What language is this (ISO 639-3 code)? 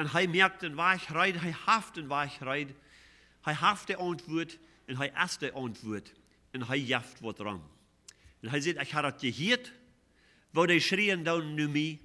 pdt